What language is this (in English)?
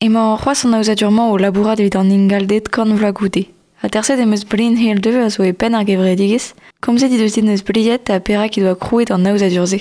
Breton